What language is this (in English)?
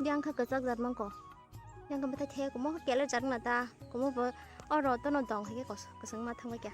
Kok Borok